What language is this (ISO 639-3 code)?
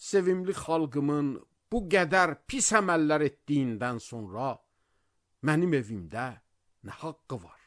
aze